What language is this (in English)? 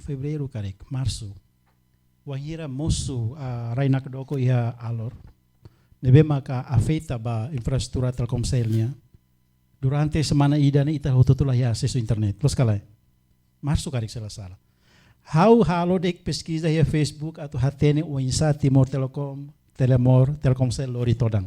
Tetum